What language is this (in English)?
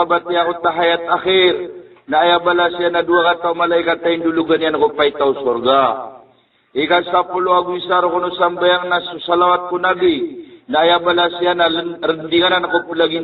Maranao